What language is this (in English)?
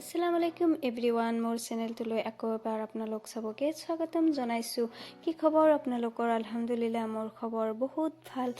Assamese